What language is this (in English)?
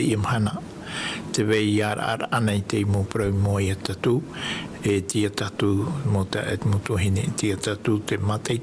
Tahitian